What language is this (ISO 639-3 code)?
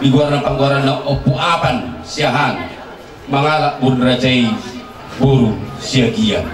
bbc